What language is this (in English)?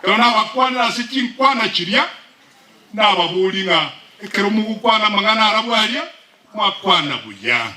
Gusii